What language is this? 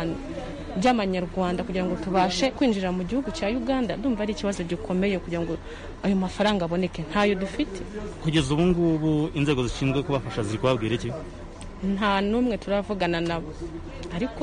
Kinyarwanda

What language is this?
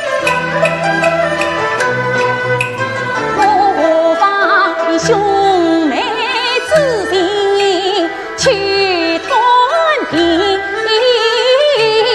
Chinese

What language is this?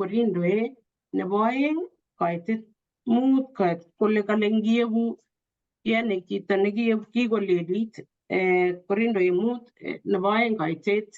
Kalenjin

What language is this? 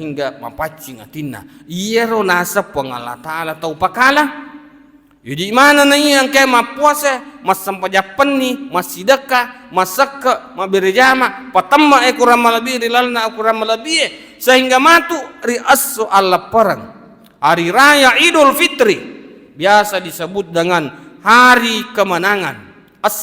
Buginese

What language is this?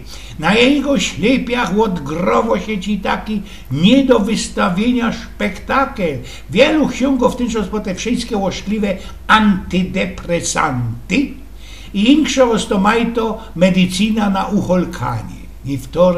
Silesian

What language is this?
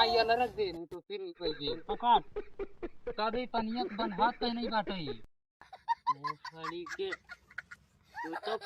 Awadhi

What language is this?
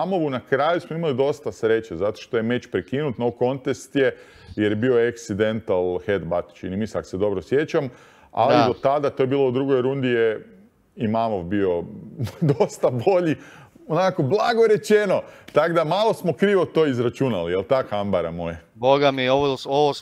Croatian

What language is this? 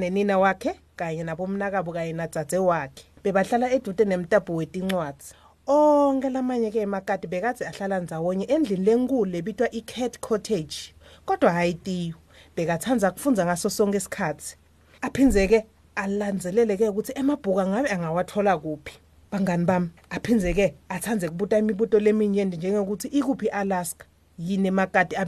Swati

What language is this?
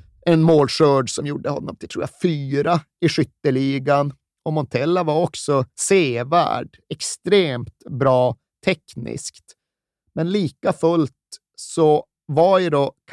Swedish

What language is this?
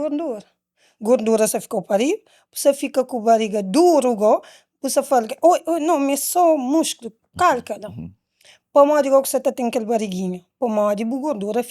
Kabuverdianu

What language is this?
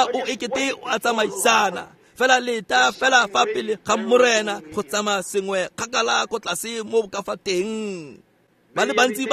Tswana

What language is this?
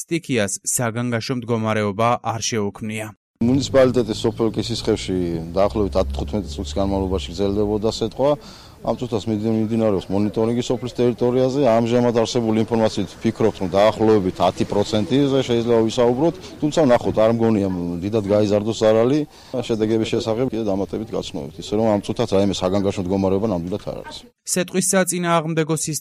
Georgian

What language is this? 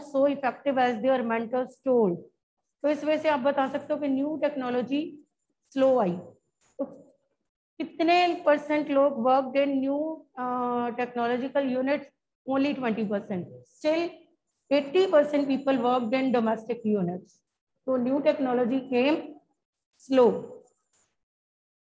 Hindi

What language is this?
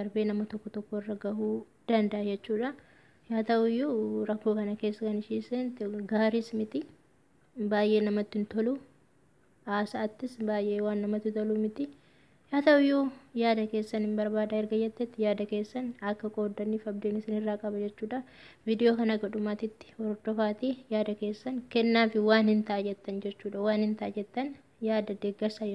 Oromo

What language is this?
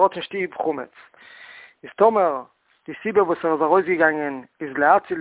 Yiddish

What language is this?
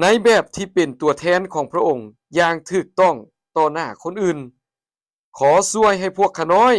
Lao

